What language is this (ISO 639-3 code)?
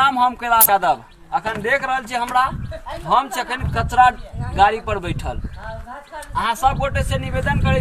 mai